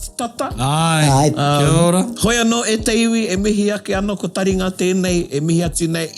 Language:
Māori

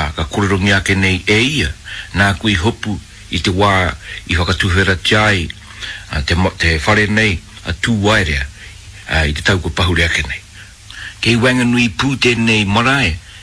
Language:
Māori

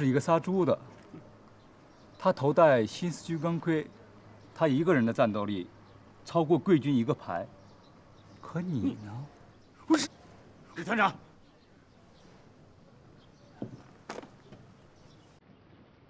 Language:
Chinese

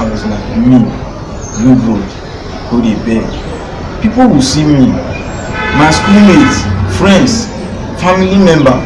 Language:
Nigerian Pidgin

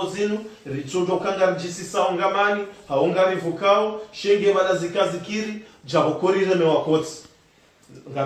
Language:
Ngazidja Comorian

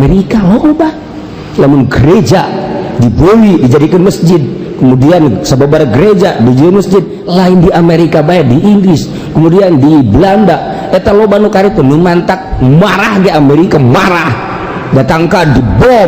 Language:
Sundanese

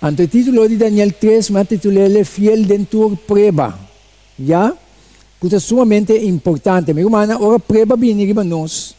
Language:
Papiamento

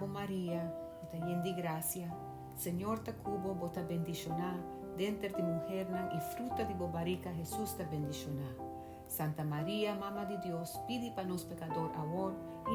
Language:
Papiamento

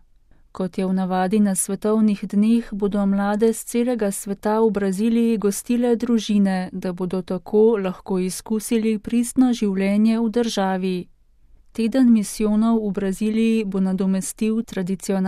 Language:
Slovenian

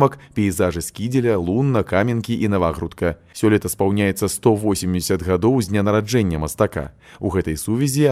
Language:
Belarusian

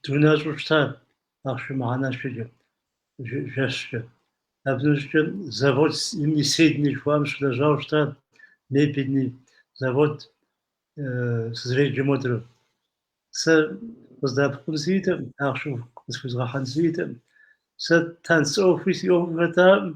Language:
Kabardian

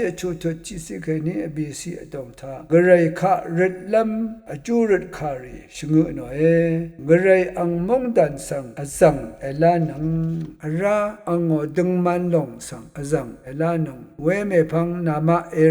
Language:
Rawang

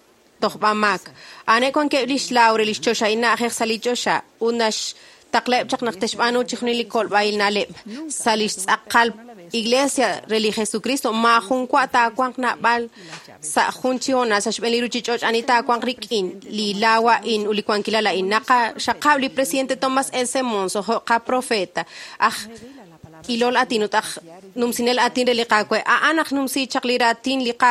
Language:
Kekchí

